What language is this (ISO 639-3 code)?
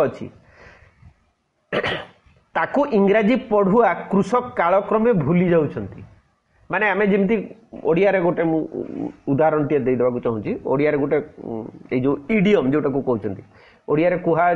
ori